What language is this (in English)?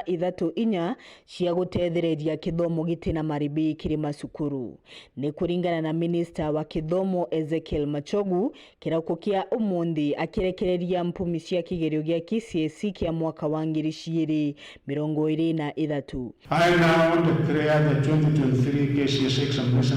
Meru